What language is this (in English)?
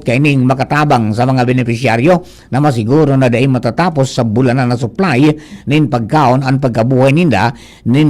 Bikol